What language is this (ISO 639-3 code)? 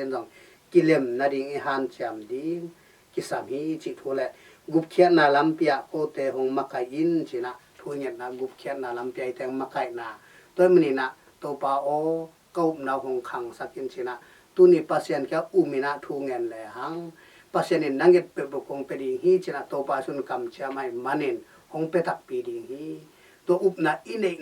ctd